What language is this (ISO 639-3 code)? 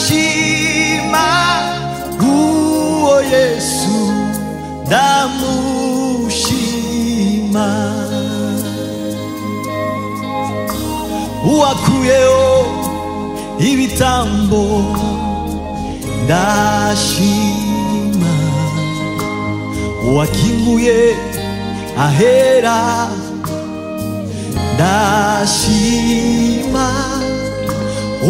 kin